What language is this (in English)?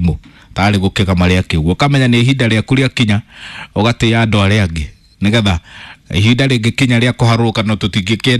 Kikuyu